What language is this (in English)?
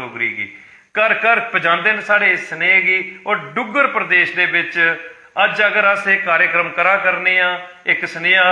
Dogri